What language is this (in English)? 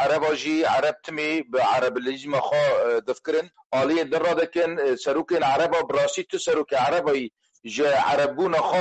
Kurdish